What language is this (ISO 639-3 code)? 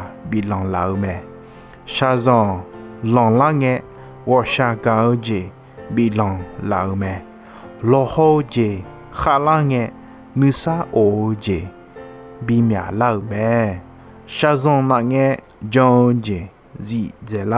ahk